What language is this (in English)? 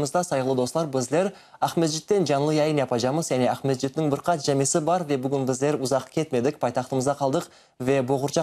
Crimean Tatar